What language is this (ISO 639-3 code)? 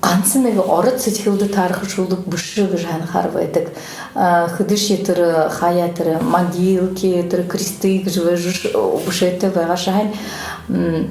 bua